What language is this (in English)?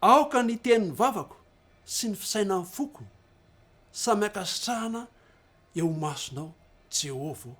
Malagasy